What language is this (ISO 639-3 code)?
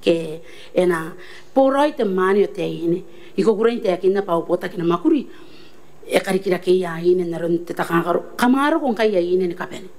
gil